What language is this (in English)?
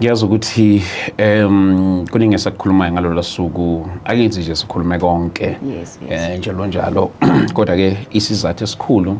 Zulu